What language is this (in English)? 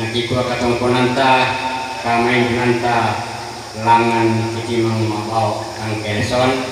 Toraja-Sa'dan